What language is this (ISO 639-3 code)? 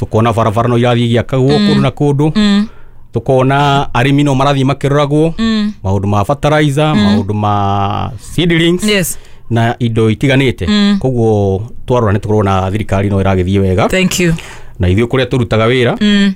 kik